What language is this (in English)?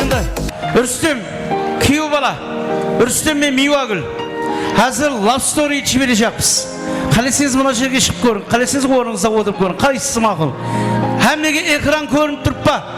Kara-Kalpak